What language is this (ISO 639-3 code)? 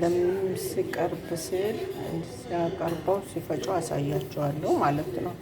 amh